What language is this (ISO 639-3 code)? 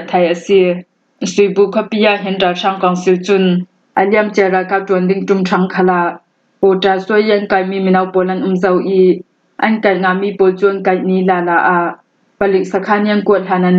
cnh